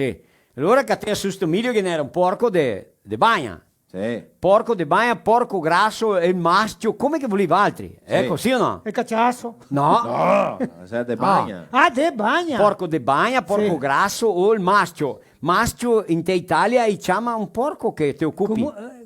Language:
Venetian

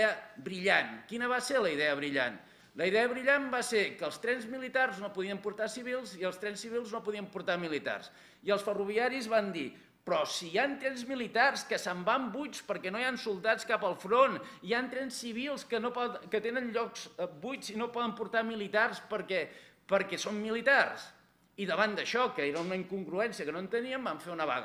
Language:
Catalan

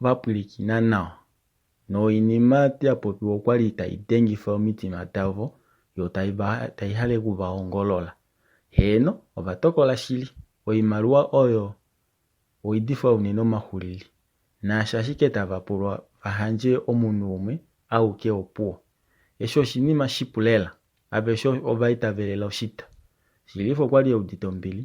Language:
Kuanyama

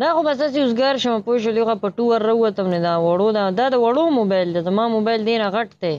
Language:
Pashto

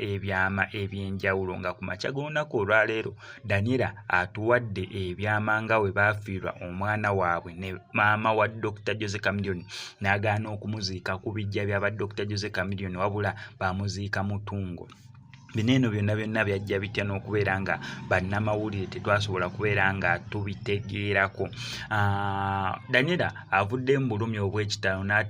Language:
Ganda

